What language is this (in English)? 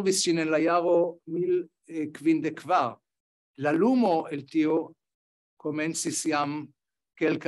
Esperanto